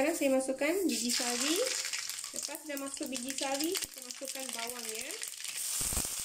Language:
Malay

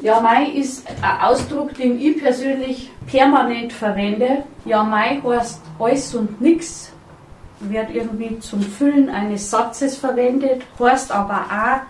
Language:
Bavarian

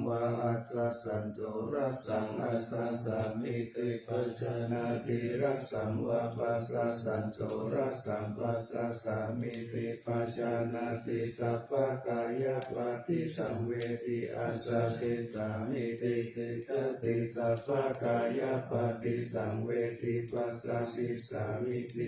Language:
Pali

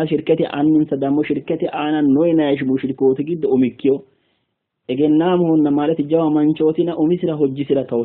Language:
Sidamo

